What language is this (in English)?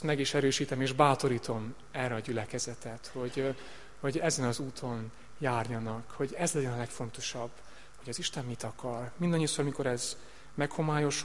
Hungarian